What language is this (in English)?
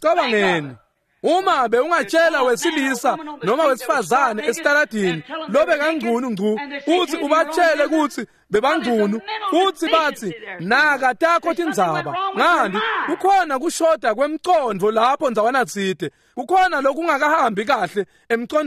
Swati